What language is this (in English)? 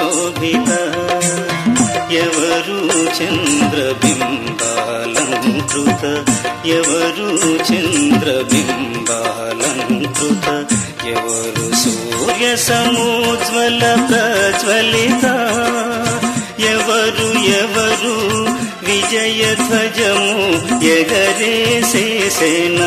Telugu